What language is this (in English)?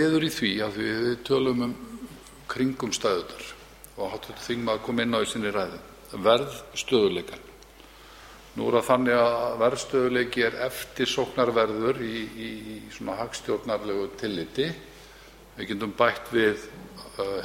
Icelandic